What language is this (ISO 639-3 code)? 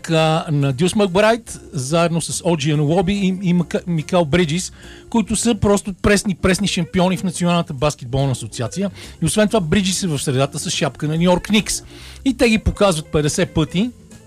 bul